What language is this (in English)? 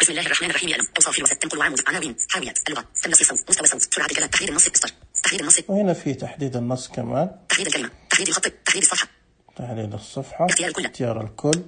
Najdi Arabic